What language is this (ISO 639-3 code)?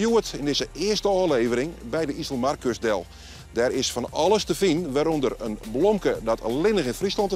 fry